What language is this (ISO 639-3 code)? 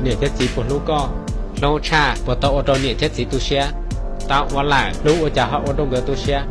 hmn